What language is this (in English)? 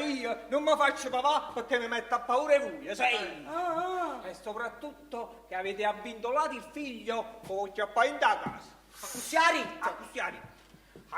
Neapolitan